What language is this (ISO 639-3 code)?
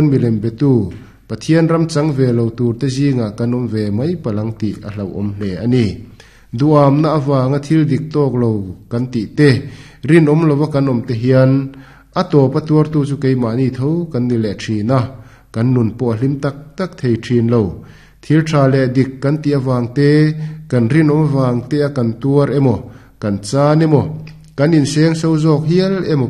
lus